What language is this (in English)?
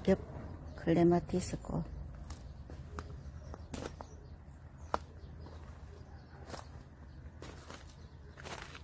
Korean